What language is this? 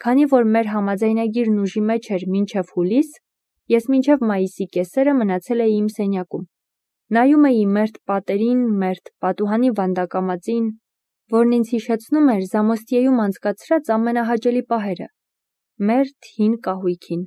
Armenian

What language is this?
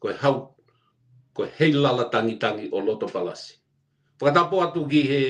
Tongan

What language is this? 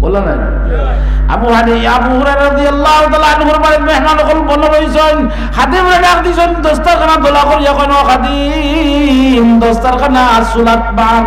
Sylheti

